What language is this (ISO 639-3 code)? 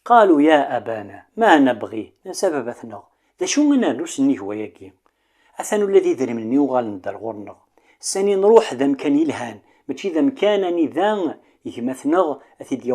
kab